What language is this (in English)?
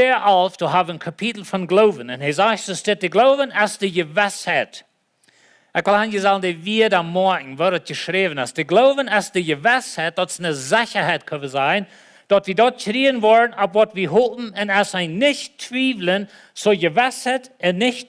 Plautdietsch